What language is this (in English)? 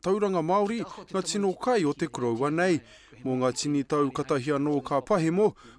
Māori